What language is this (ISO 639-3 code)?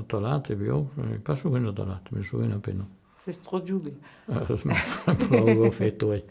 oci